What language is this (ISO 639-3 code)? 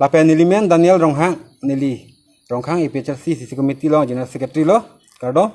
mjw